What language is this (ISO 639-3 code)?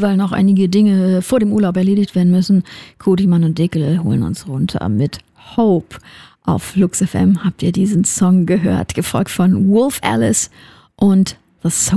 deu